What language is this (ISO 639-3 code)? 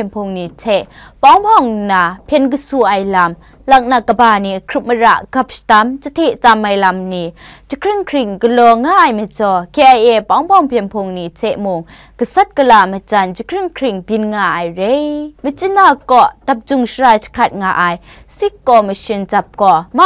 kac